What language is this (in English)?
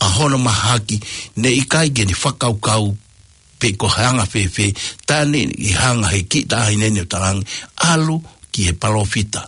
Tongan